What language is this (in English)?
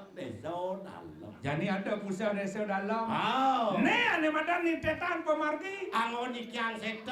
Balinese